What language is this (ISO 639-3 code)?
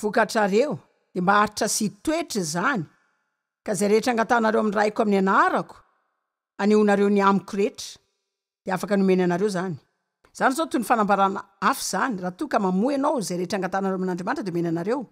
mlg